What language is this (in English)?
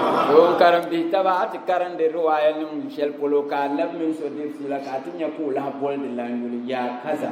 Dagbani